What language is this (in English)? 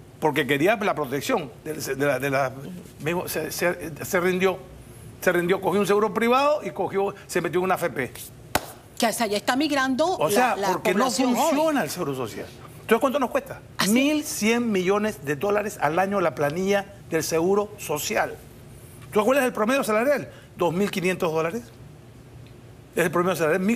Spanish